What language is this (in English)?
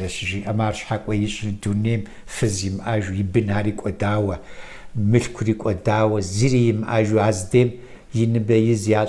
Kabardian